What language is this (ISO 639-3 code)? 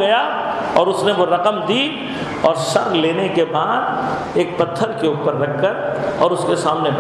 urd